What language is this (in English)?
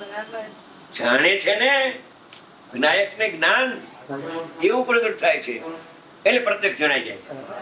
Gujarati